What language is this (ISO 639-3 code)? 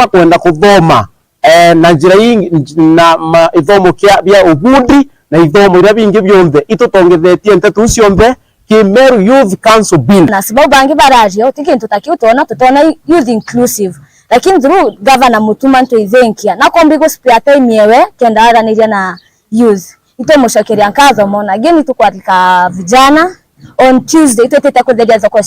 mer